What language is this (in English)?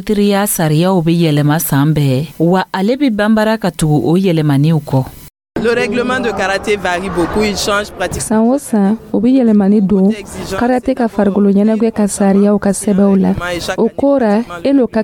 Dyula